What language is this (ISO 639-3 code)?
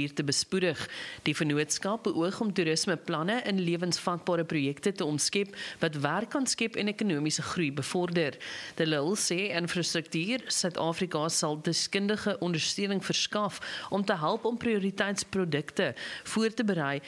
afr